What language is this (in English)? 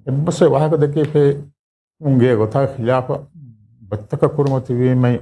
Divehi